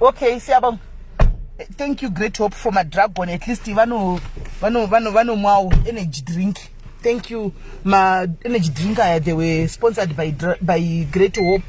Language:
Shona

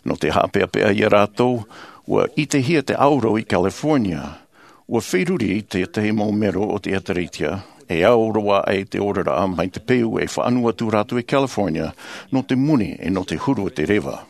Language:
Tahitian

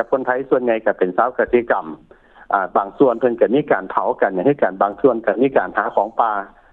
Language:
Lao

